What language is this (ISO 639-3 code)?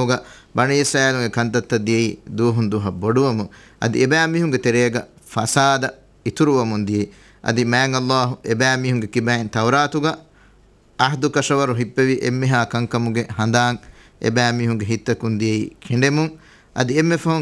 div